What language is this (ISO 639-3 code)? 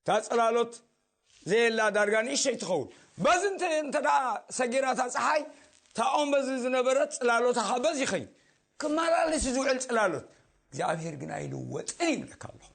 tir